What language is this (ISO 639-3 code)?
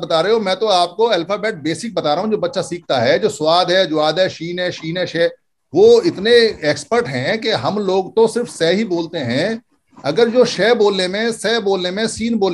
hin